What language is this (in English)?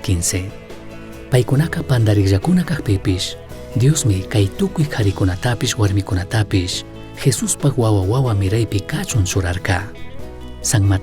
Chimborazo Highland Quichua